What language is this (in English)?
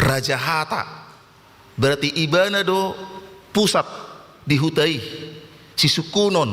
Batak Toba